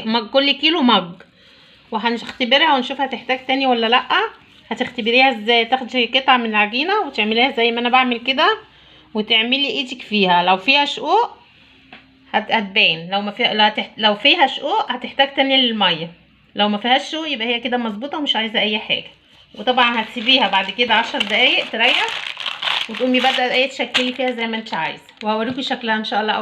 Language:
Egyptian Arabic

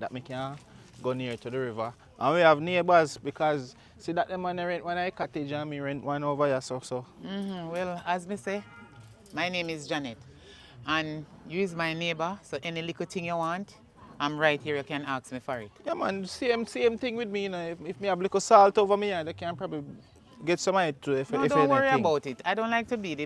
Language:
Jamaican Creole English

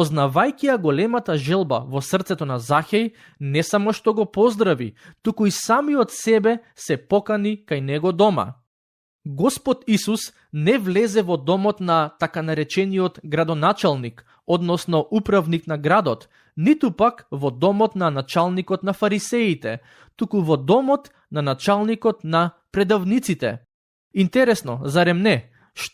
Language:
Macedonian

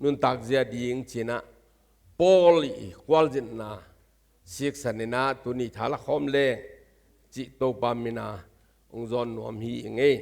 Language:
Tedim Chin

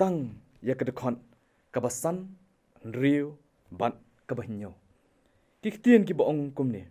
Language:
Khasi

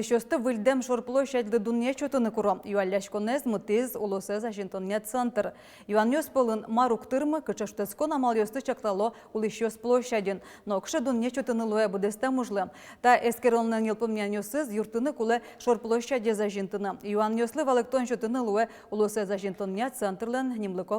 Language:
Udmurt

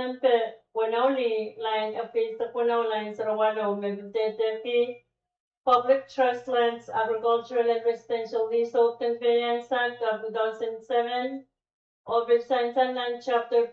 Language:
Pohnpeian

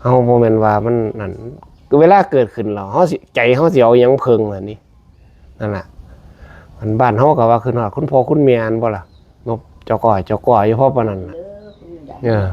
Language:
Northeastern Thai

